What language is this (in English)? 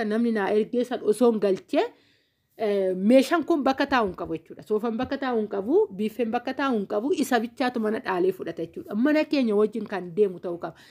Oromo